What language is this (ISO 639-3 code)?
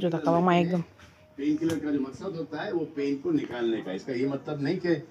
trp